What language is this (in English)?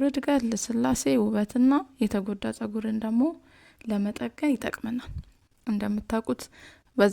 Amharic